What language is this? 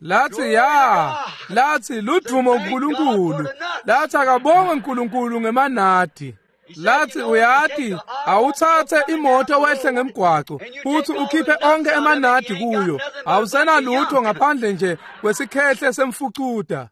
Swati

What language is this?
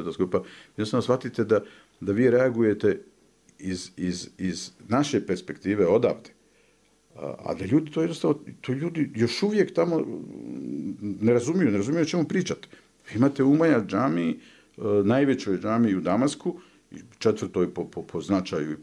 Bosnian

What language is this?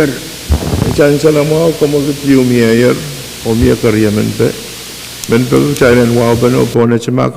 Pohnpeian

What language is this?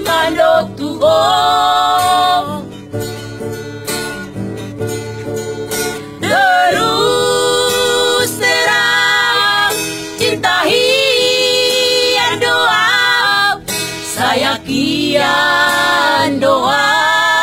Malay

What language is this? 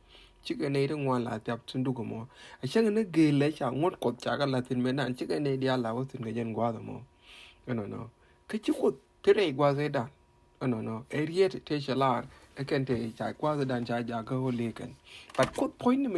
Nuer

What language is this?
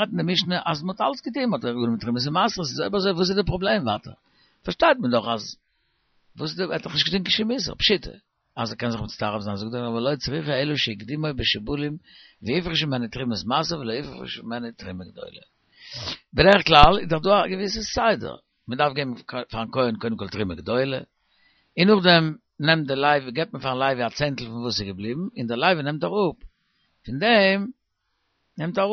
Yiddish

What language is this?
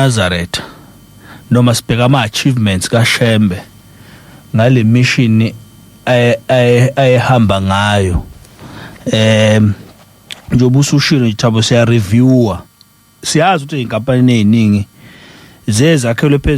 Zulu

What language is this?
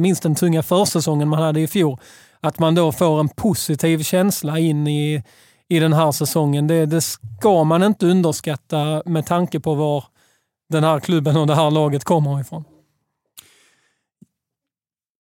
Swedish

